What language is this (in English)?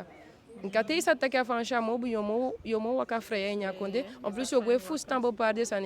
Eastern Maroon Creole